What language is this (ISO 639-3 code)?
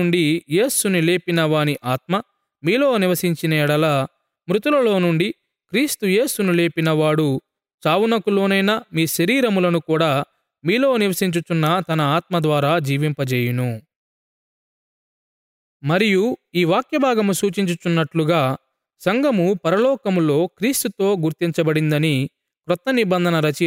tel